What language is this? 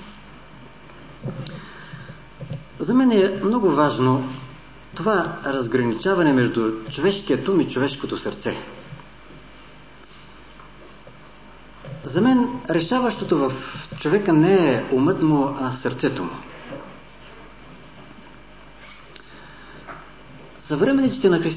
Bulgarian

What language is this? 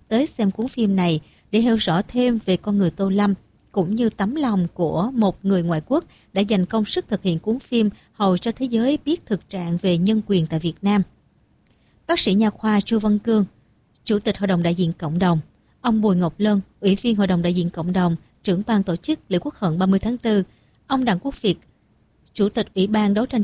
Vietnamese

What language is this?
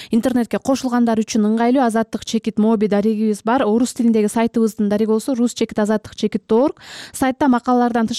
Kyrgyz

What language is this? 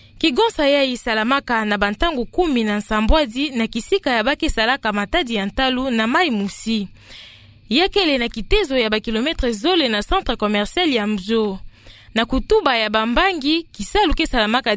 Kituba (Democratic Republic of Congo)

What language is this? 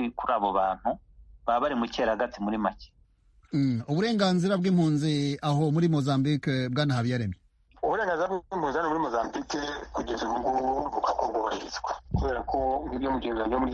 Kinyarwanda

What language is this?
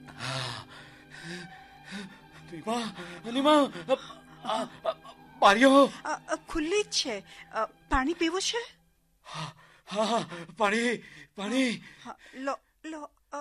Gujarati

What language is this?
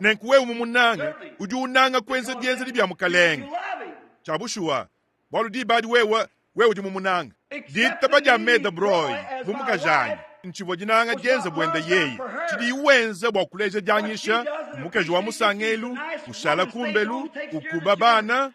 Luba-Lulua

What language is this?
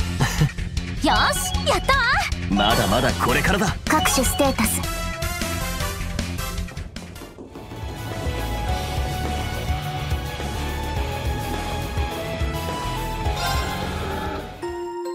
Japanese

